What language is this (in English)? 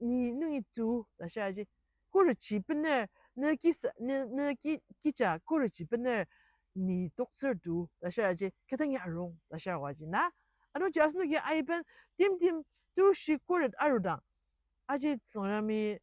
Ao Naga